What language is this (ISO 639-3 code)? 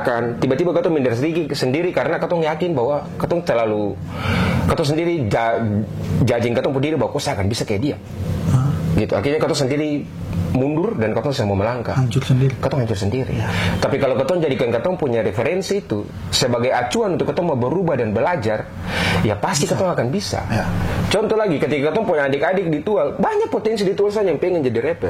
abs